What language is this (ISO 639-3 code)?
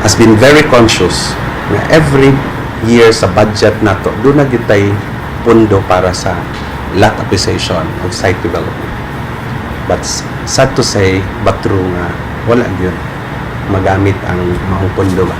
ceb